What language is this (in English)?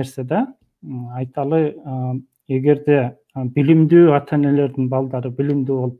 Kyrgyz